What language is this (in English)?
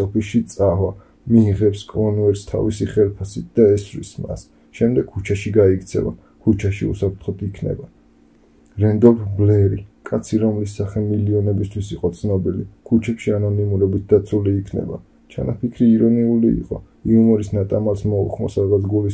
Georgian